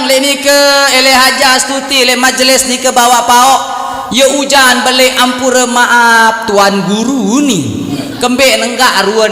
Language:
Sasak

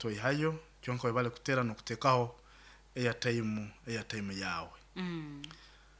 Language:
Nyoro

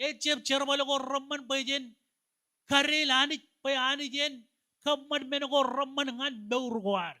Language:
Marshallese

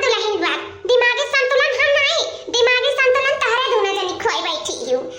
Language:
Awadhi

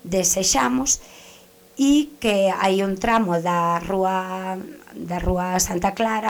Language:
Galician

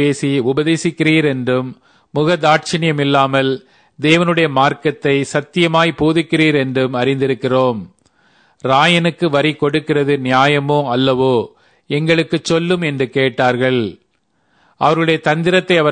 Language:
Tamil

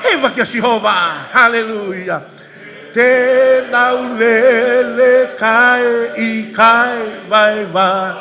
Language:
Tongan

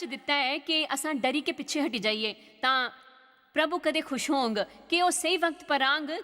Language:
Dogri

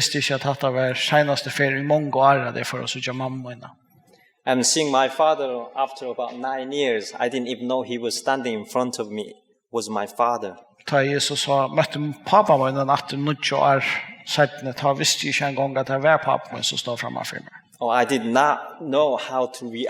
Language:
Faroese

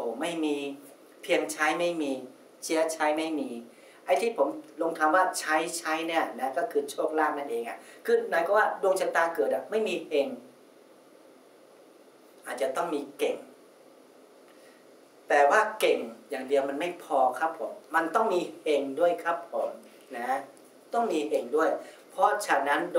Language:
Thai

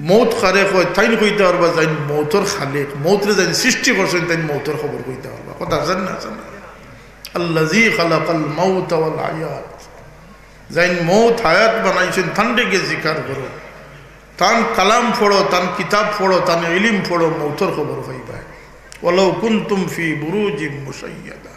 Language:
Sylheti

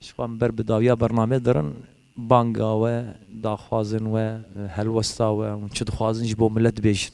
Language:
Kurdish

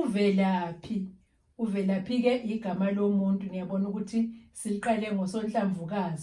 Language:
Zulu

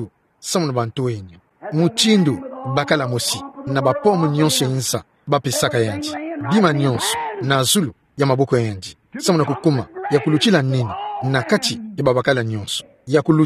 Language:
Kituba (Democratic Republic of Congo)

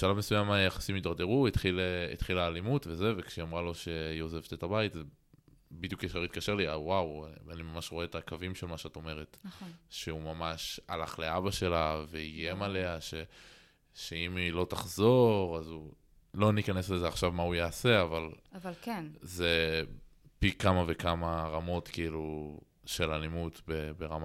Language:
Hebrew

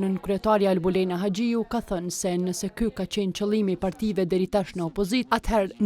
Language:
Albanian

